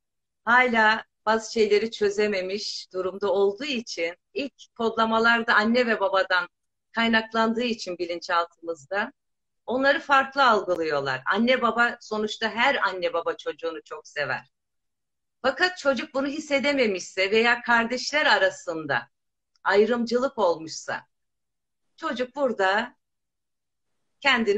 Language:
Turkish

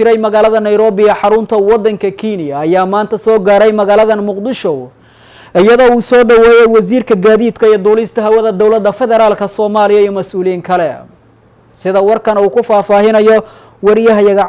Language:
Somali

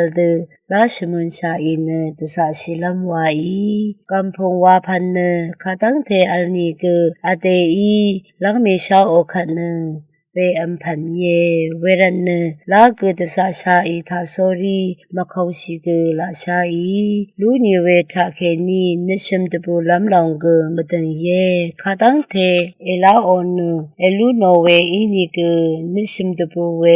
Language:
Rawang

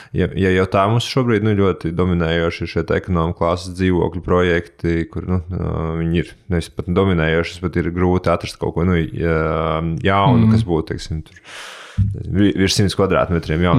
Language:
Latvian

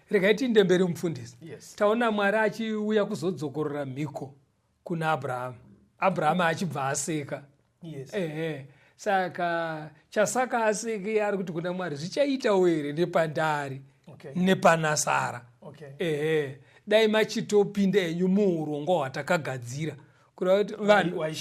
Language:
Shona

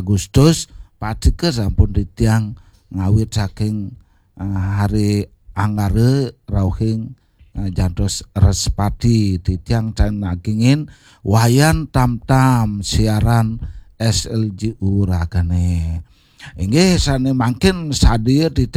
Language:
Balinese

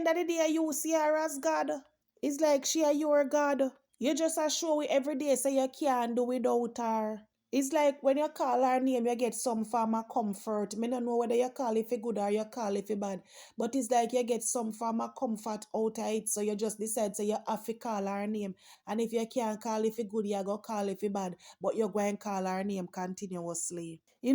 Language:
Jamaican Creole English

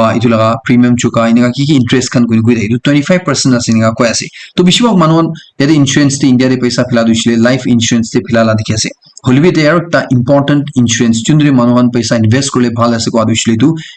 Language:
Naga Pidgin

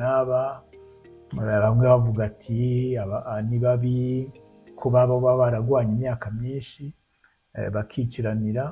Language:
Rundi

